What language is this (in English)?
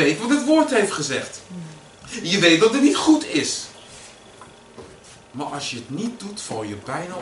Dutch